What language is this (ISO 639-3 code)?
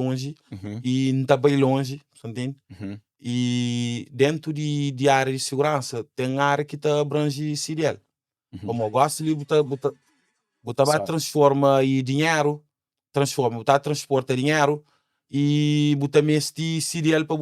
kea